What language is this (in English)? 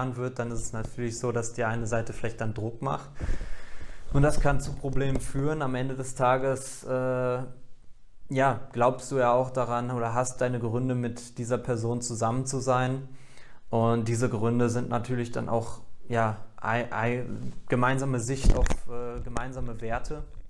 German